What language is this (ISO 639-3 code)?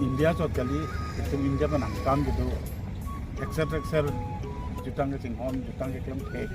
mjw